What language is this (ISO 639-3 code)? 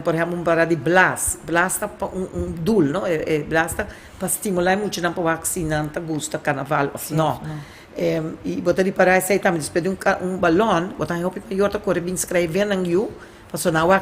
pap